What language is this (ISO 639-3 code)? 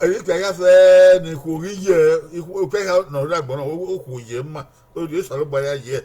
bin